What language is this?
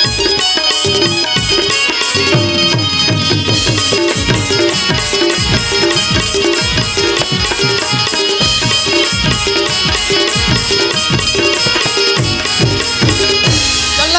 Chhattisgarhi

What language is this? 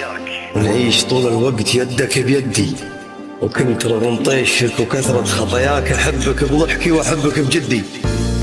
Arabic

